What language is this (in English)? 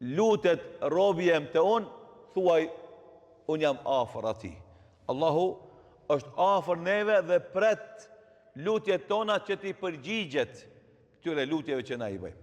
Albanian